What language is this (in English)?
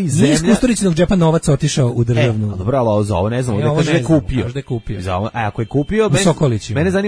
Serbian